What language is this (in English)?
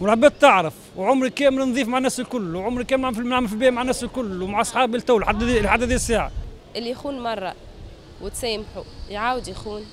Tunisian Arabic